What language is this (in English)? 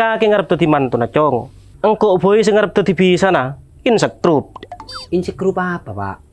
Madurese